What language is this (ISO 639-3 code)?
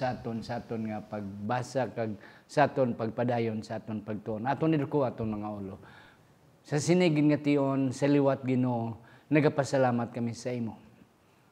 hil